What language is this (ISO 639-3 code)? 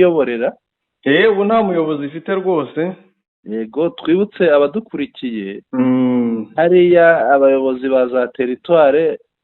kin